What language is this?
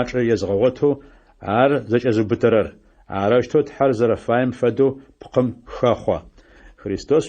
Adyghe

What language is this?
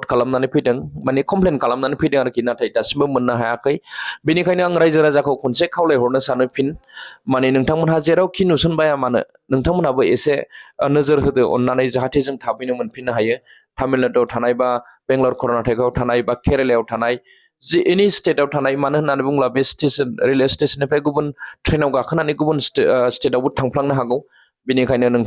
Bodo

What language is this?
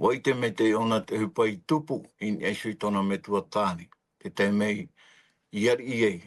Tahitian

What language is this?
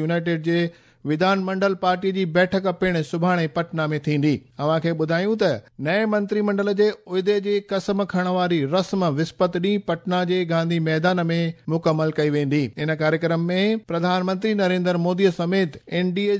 Sindhi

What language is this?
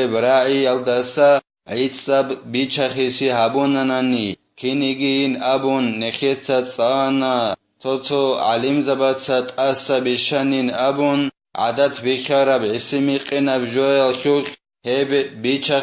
Avaric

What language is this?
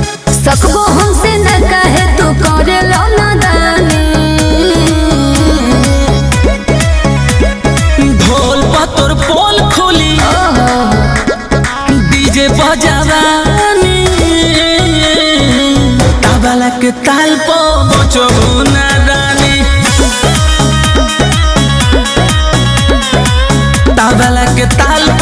Bhojpuri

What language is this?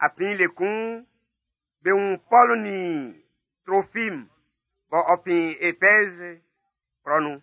Baoulé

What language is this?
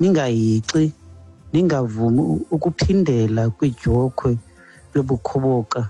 Xhosa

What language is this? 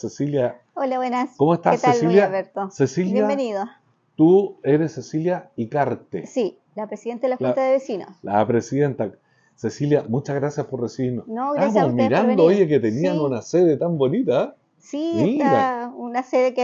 Spanish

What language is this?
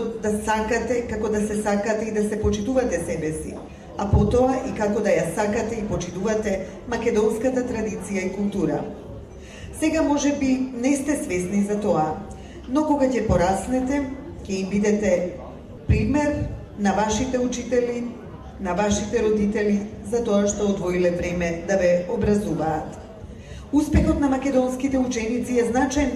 Macedonian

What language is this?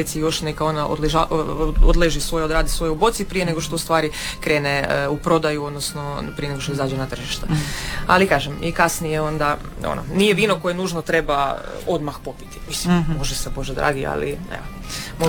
Croatian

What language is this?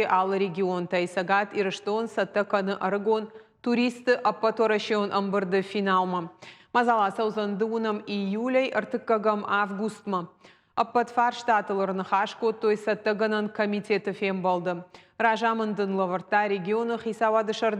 Ossetic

